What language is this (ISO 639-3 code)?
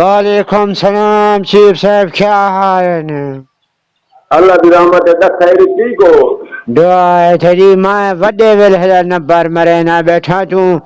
skr